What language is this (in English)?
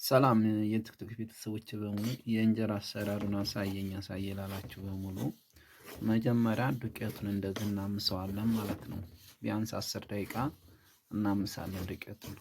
Amharic